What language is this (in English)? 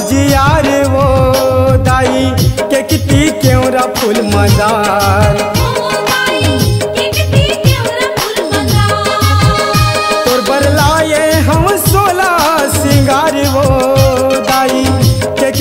Chhattisgarhi